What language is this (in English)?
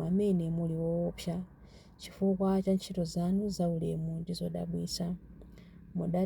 Nyanja